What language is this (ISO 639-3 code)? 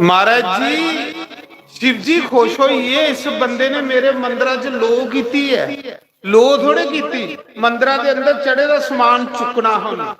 doi